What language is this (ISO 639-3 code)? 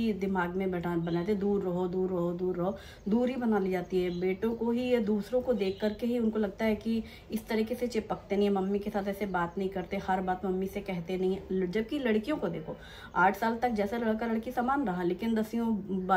hin